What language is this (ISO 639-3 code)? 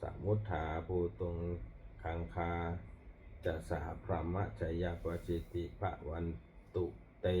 pli